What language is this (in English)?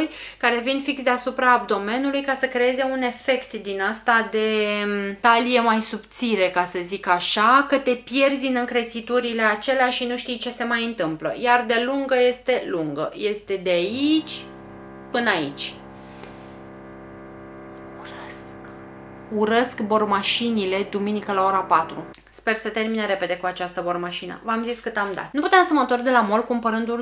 Romanian